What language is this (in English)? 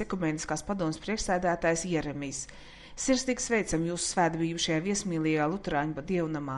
Latvian